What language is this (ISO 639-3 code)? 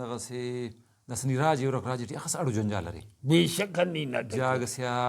brh